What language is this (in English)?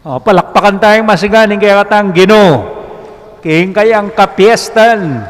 Pampanga